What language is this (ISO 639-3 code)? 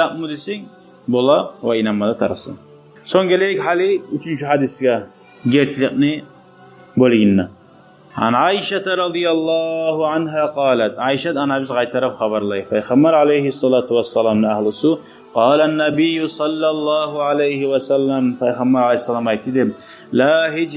kum